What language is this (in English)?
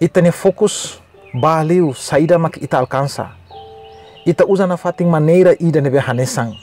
Tetum